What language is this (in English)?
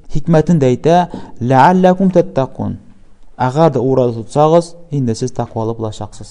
Tatar